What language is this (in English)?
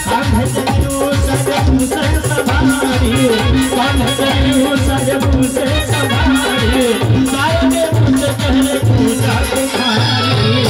Maithili